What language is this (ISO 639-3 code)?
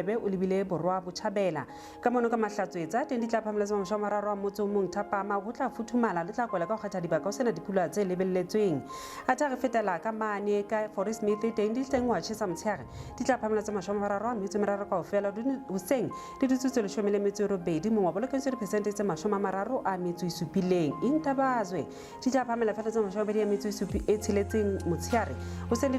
sot